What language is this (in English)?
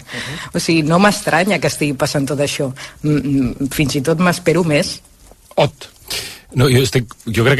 Catalan